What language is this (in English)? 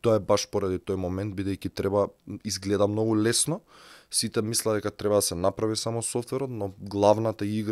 Macedonian